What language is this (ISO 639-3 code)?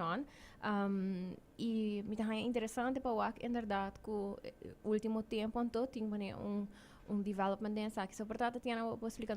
pap